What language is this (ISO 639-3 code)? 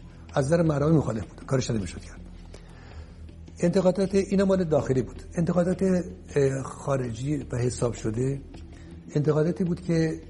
fas